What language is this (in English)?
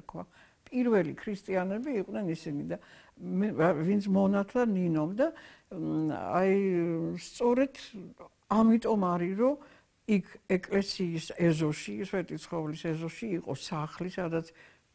Georgian